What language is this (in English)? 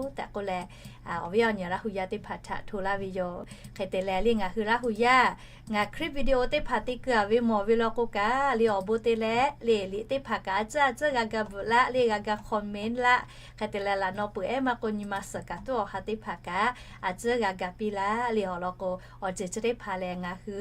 Lahu